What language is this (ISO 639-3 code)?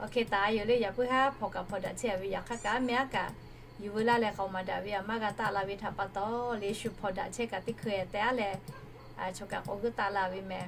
lhu